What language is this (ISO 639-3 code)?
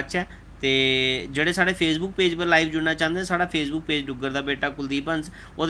doi